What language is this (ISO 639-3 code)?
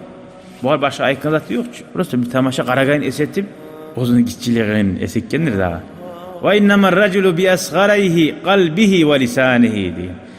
kum